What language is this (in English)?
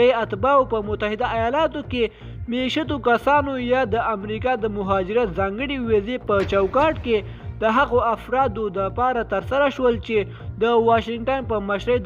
Pashto